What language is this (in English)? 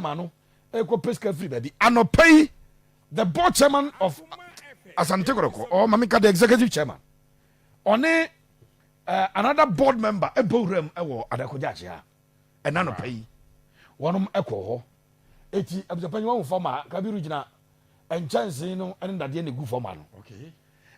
Akan